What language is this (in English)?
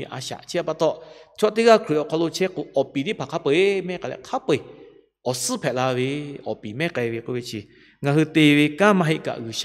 Lahu